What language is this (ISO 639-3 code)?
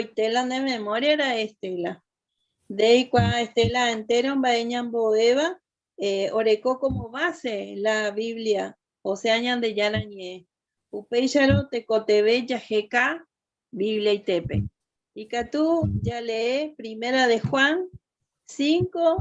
grn